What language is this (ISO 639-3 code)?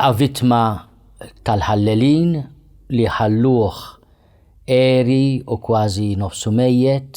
mlt